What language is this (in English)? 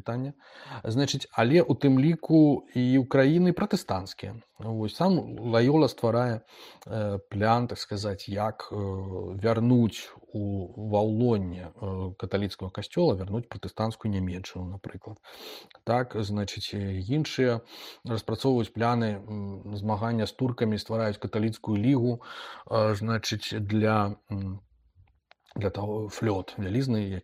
Belarusian